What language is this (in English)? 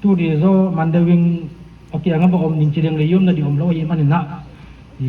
Paite Chin